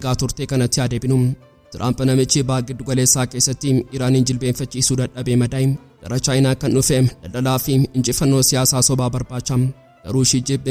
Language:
Oromo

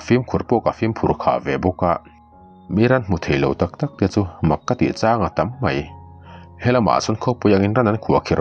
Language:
Mizo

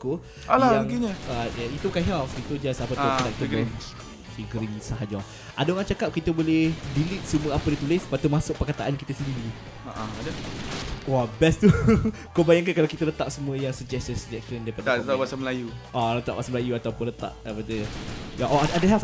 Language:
Malay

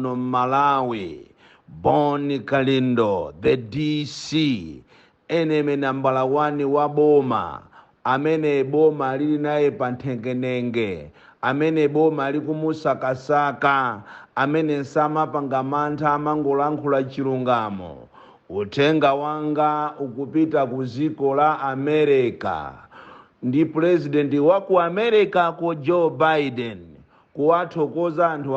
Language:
Nyanja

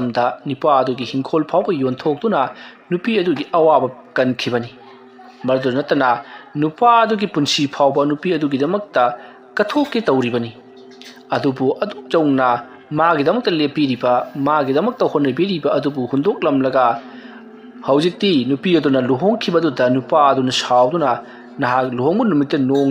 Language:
Manipuri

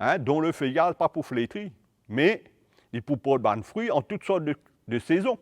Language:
Morisyen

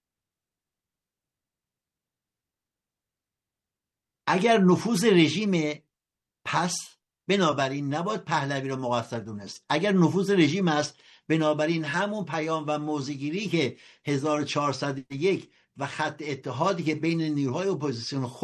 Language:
Persian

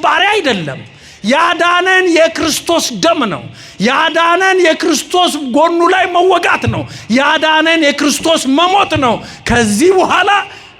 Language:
Amharic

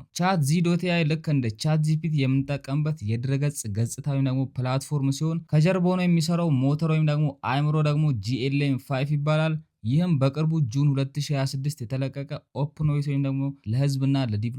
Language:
Amharic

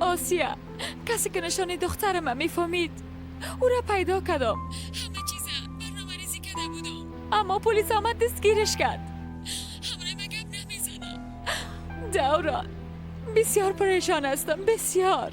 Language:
Persian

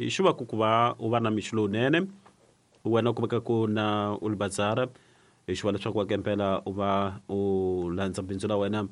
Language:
Tsonga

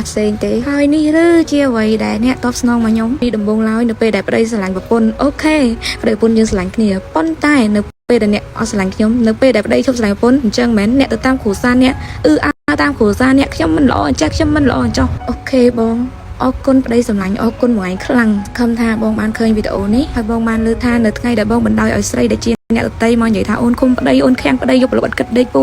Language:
Khmer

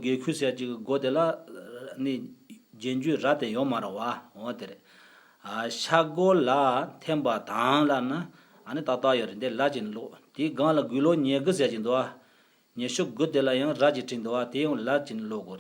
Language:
Tibetan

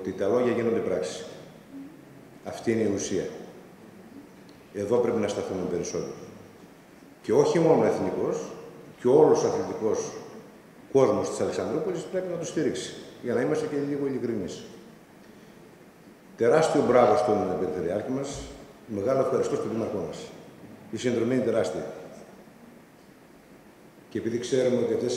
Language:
Greek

